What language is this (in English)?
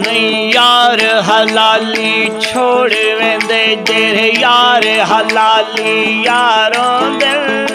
Saraiki